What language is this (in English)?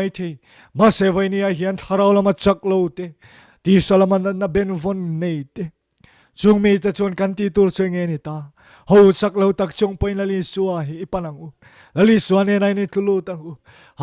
Mizo